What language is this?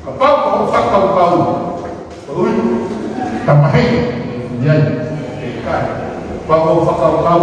Tongan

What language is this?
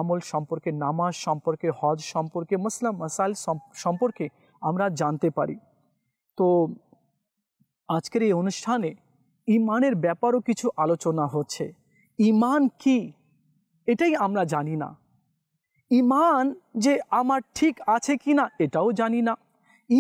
Bangla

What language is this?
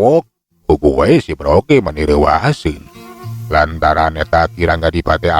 Sundanese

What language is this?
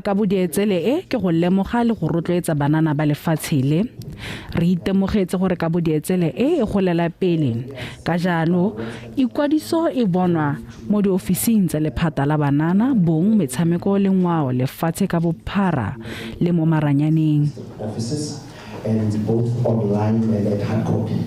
Tswana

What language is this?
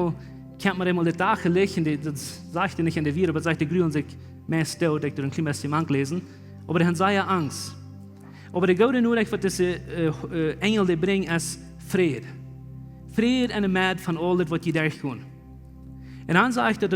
Plautdietsch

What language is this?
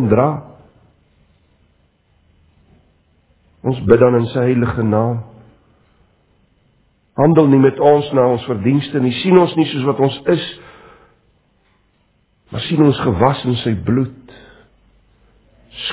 Afrikaans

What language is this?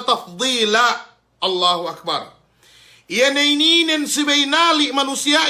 Yakan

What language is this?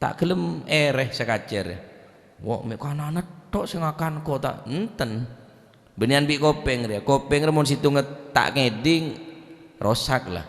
Madurese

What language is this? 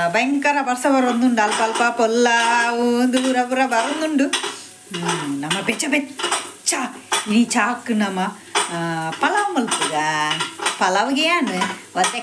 Tulu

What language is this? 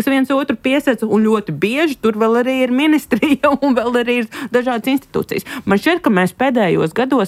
Latvian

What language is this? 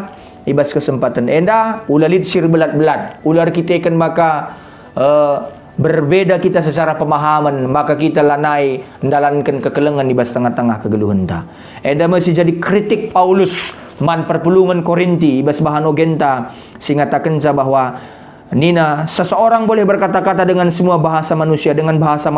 Batak Karo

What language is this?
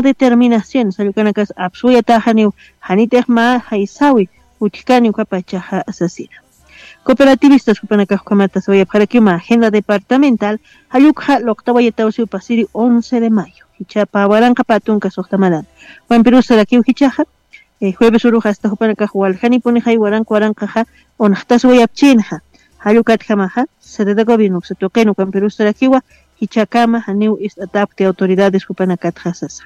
Aymara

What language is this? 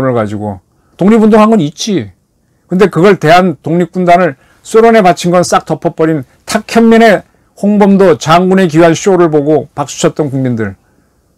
Korean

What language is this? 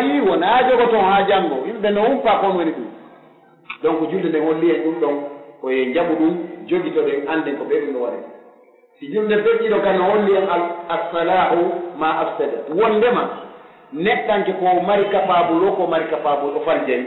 Pular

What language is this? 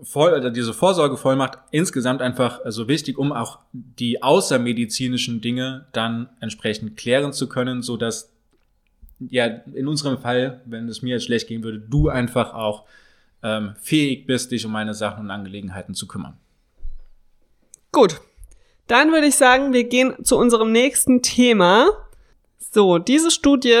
German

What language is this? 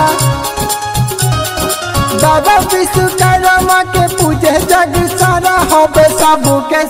Bhojpuri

